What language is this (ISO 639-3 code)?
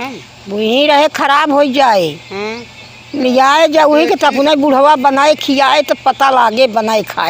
awa